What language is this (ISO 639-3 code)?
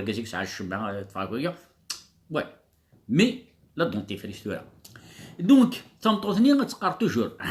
kab